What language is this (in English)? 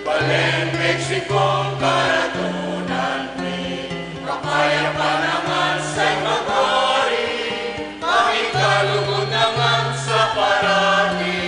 Pampanga